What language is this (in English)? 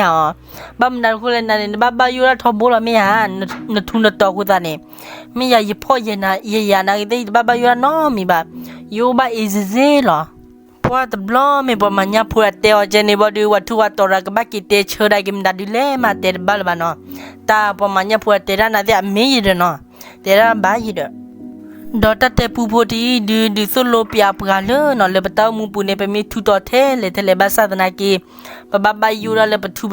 S'gaw Karen